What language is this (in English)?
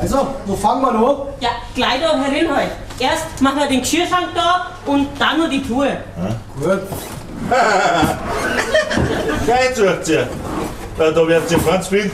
Bavarian